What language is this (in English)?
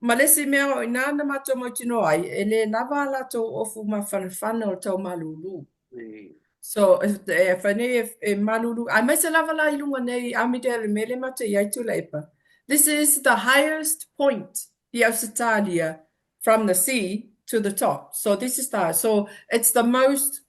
Samoan